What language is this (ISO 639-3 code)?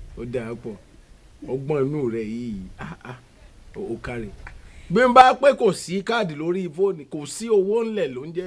yor